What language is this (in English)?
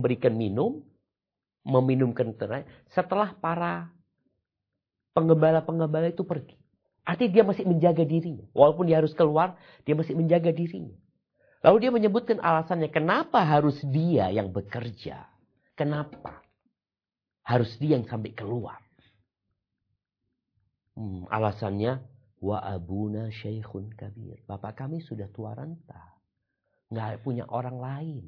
Indonesian